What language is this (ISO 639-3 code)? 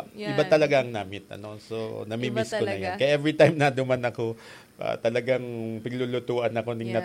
bik